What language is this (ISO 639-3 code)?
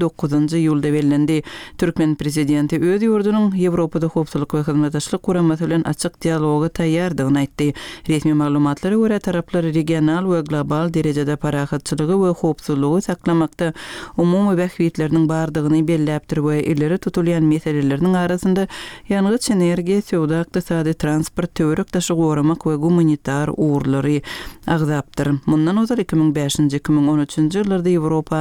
tuk